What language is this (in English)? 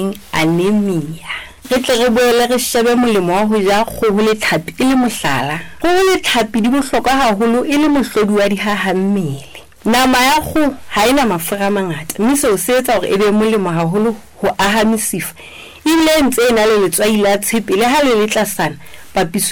Southern Sotho